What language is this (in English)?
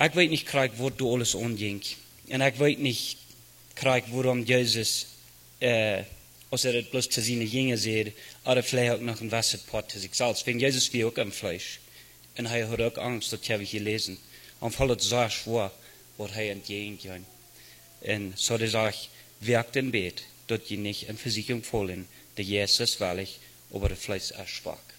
Plautdietsch